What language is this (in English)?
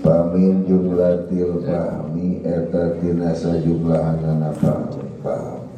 Sundanese